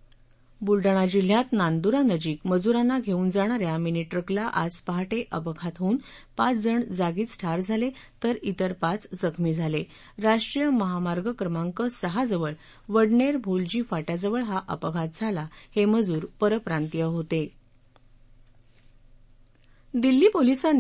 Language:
Marathi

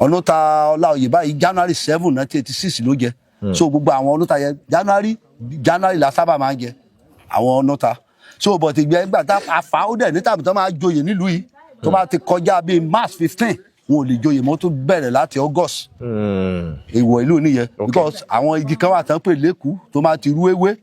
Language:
Yoruba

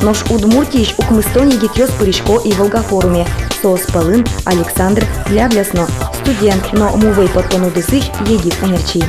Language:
Udmurt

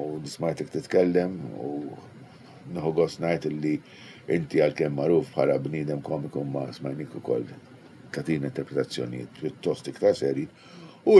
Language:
Maltese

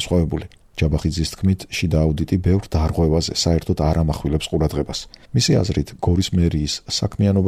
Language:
Georgian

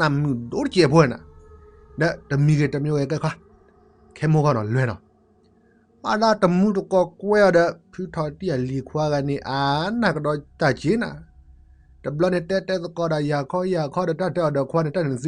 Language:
S'gaw Karen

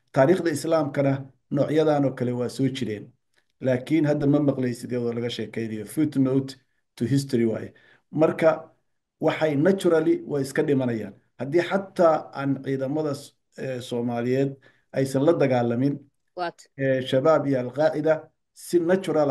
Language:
Somali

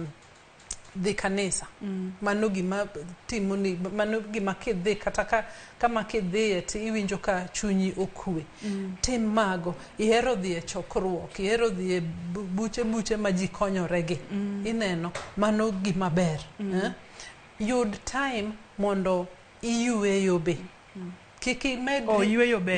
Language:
Luo (Kenya and Tanzania)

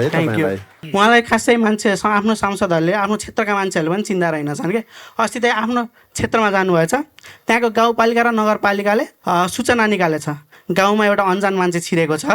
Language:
Nepali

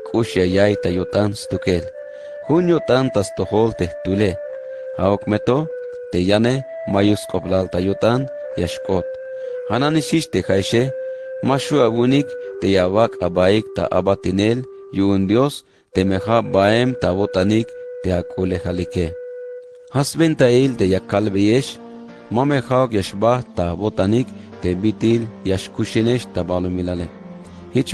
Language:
Tzeltal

